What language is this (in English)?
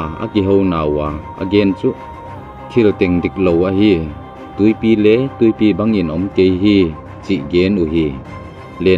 Tedim Chin